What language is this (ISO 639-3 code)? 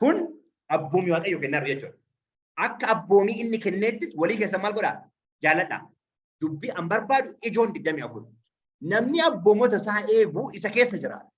orm